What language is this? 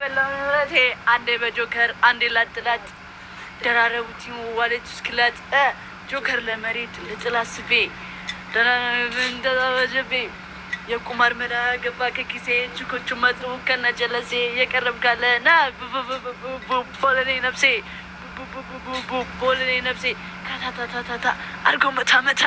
Amharic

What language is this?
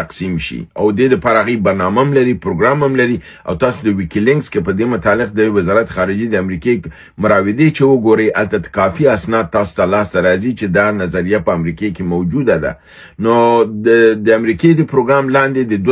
Pashto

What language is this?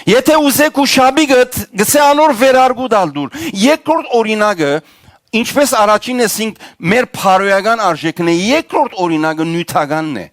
Western Armenian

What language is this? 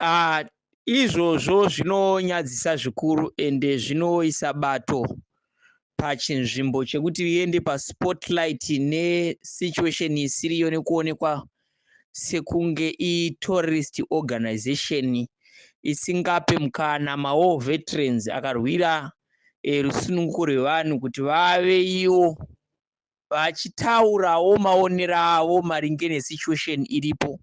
Shona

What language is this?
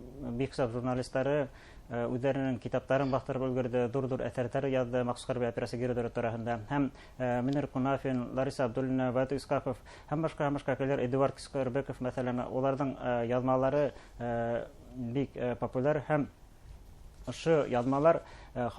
Bashkir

